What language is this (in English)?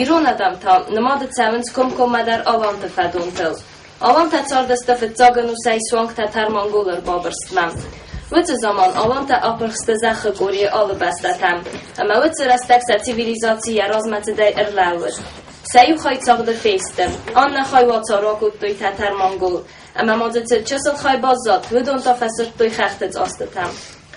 Ossetic